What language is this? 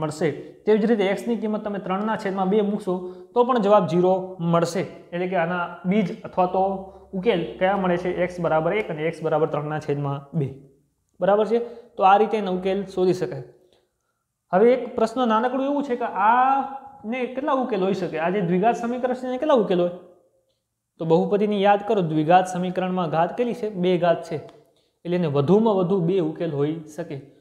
Gujarati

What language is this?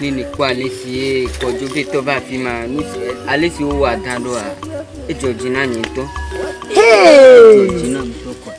Ewe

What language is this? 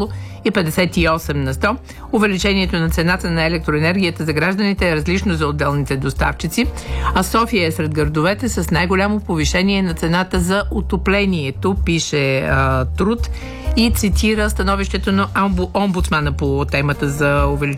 Bulgarian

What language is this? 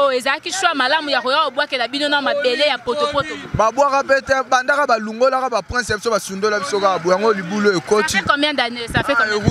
Lingala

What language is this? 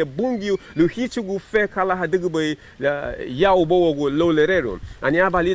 Garifuna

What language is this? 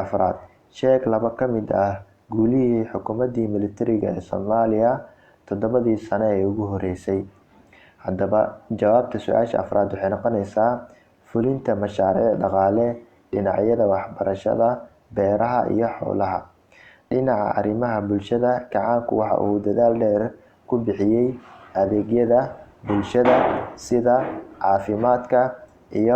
Somali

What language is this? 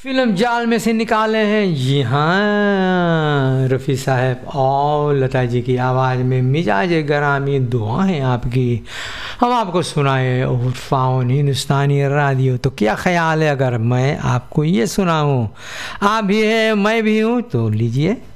Hindi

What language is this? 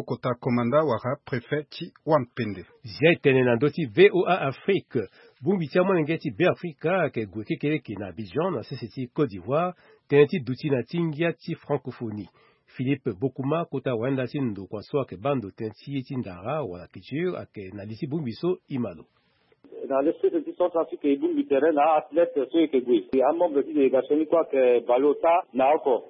Sango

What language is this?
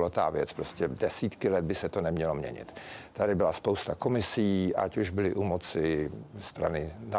Czech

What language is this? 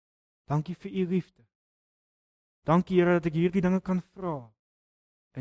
Afrikaans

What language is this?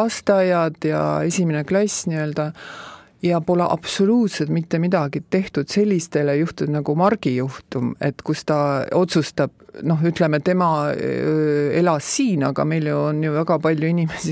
Estonian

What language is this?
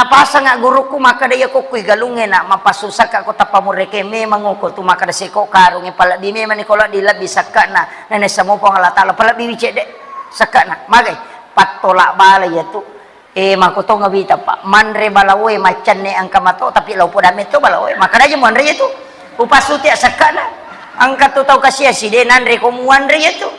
Buginese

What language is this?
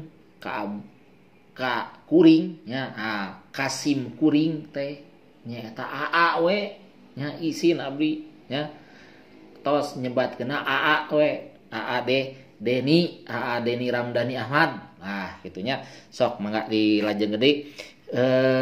Sundanese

